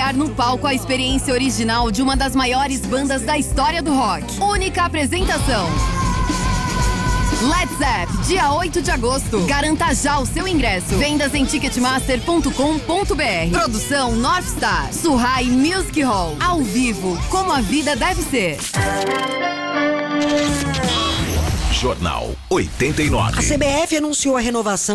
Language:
Portuguese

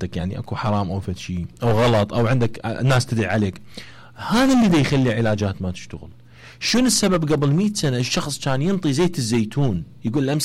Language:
Mesopotamian Arabic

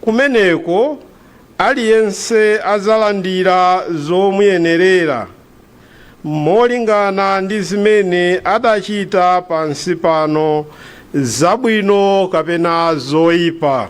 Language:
Nyanja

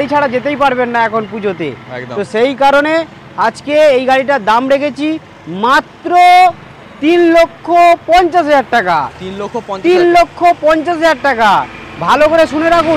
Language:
Bangla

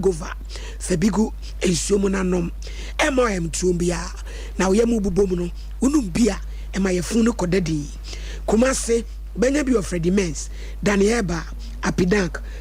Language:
Akan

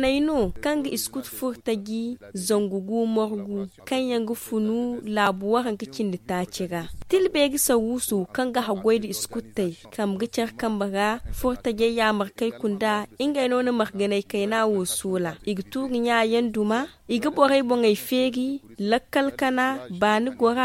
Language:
Zarma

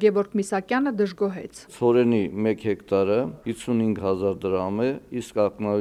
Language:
Armenian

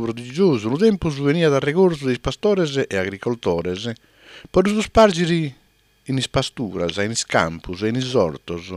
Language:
Sardinian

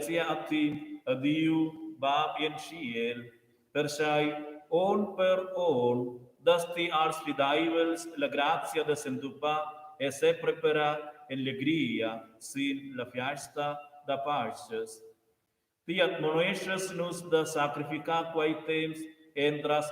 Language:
Romansh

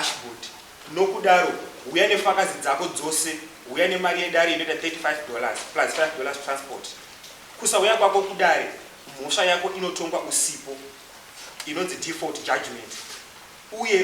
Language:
Shona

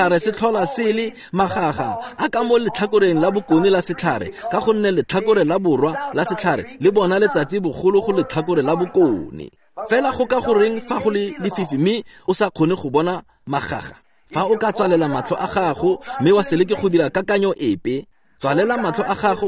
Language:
Tswana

